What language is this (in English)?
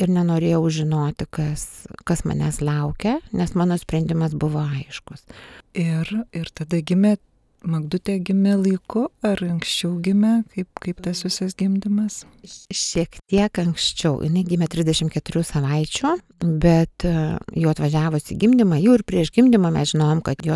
Lithuanian